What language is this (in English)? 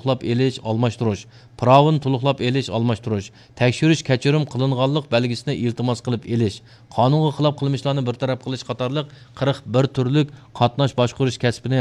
Uyghur